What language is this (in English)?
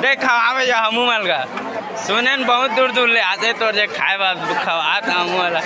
Chhattisgarhi